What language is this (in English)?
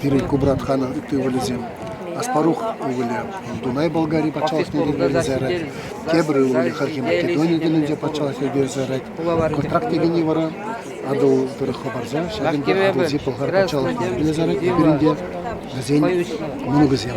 Chuvash